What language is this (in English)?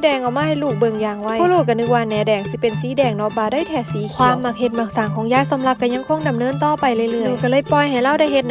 Northeastern Thai